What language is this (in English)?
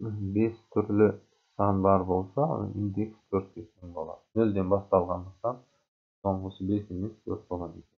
Kazakh